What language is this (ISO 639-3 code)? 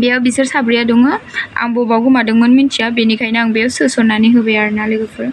brx